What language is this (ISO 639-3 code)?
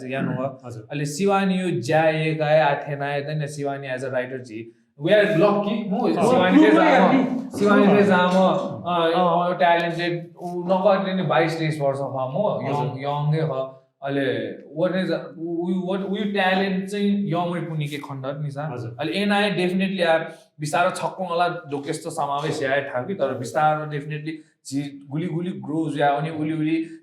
new